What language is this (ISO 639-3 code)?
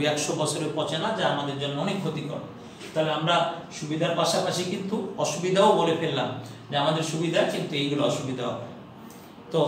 ben